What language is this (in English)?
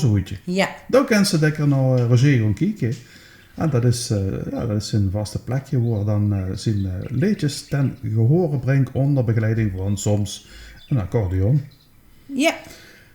Limburgish